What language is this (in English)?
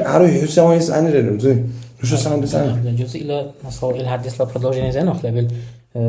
Dargwa